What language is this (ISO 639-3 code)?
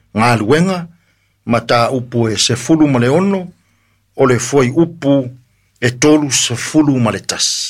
smo